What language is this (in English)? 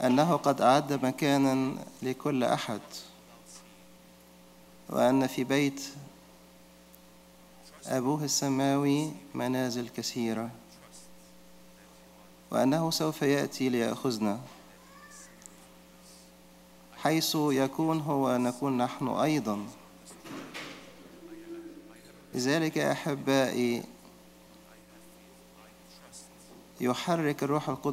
Arabic